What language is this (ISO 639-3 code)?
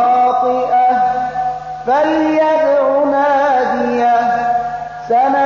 pus